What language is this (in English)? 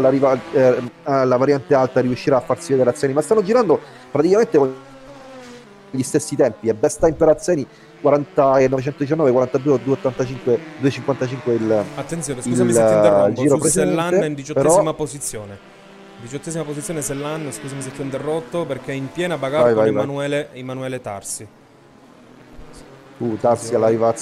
Italian